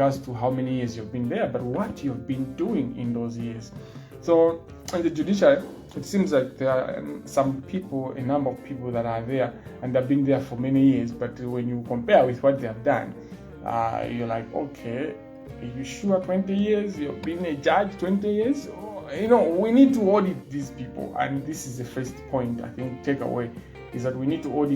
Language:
Nyanja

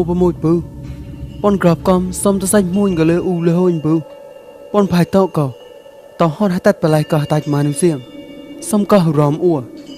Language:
Mon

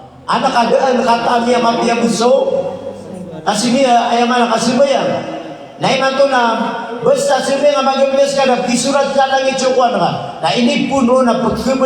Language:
Maranao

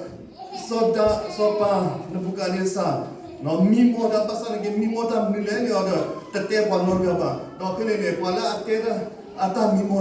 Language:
S'gaw Karen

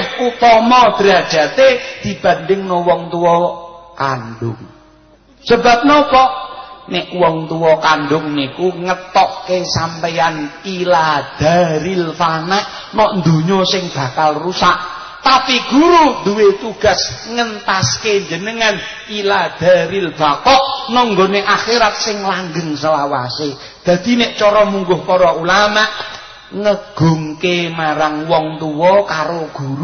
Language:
Javanese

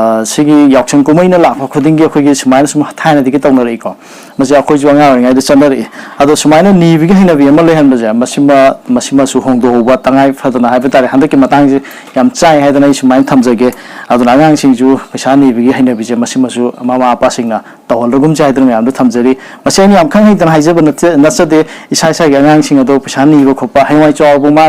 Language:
Manipuri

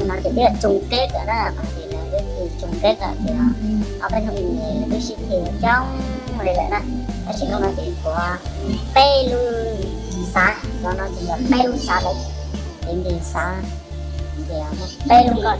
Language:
Hmong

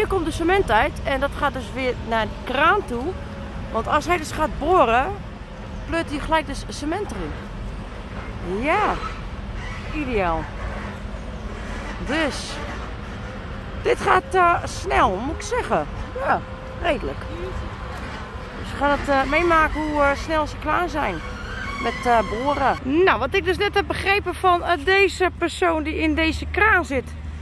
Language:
Dutch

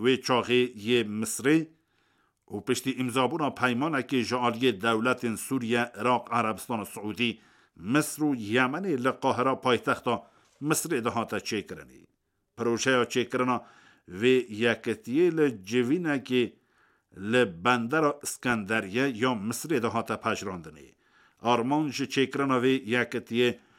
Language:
Kurdish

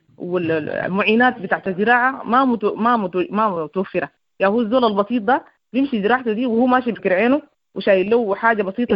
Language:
Sudanese Arabic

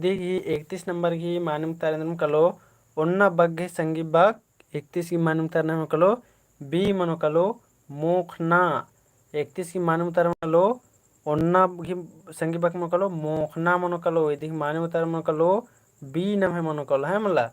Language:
Kurukh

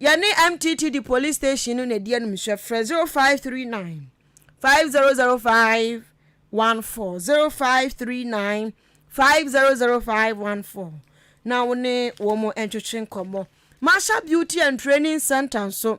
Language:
Akan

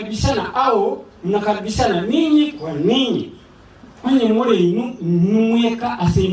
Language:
Gusii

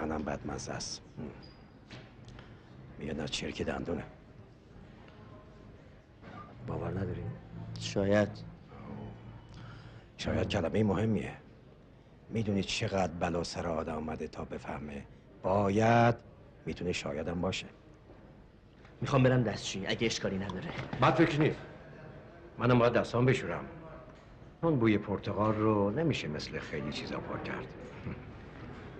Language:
Persian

